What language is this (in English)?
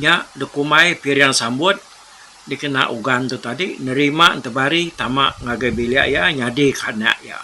Iban